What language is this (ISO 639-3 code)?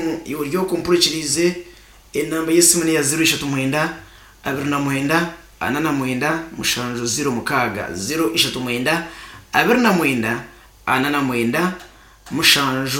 nyn